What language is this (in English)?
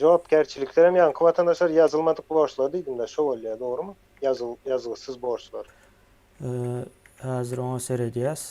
Turkmen